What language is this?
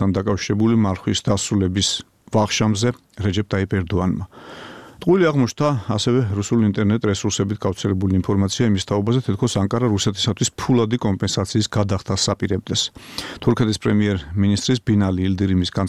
Georgian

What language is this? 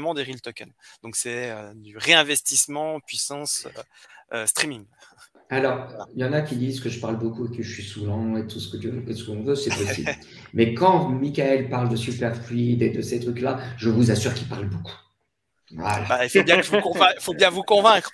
French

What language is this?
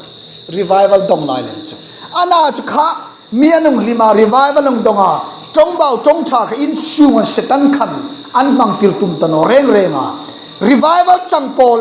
Hmar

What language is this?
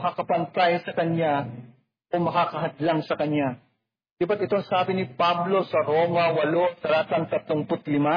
Filipino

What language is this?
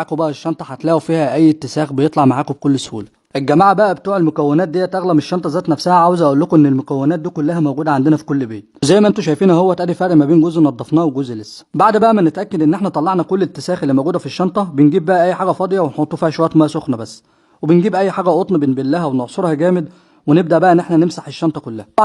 Egyptian Arabic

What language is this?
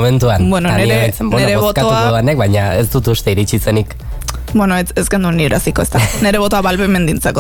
Basque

